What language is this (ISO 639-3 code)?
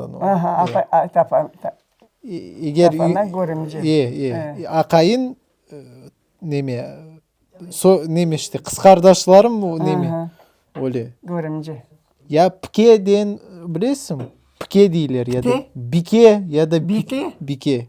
crh